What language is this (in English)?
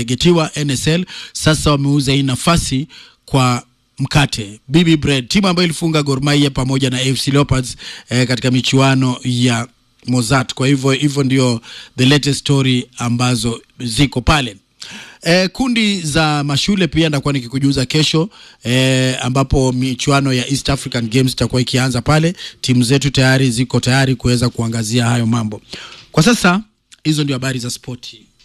Swahili